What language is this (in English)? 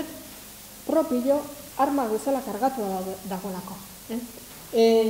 Basque